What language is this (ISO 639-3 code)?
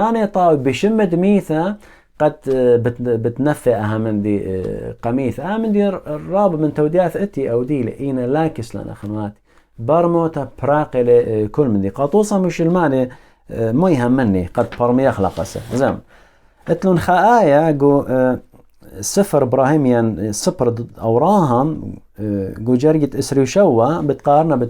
aii